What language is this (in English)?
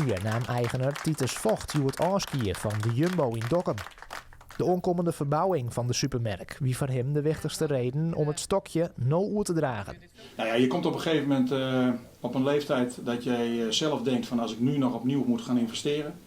Western Frisian